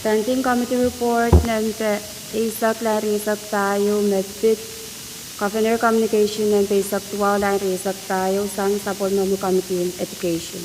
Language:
Pohnpeian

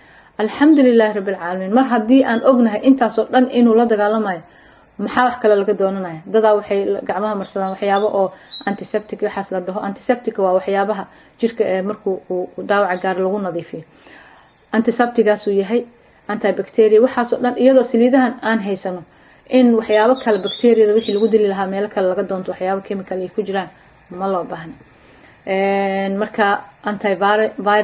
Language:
Somali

